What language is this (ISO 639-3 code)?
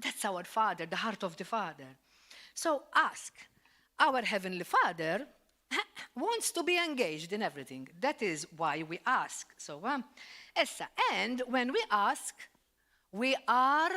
eng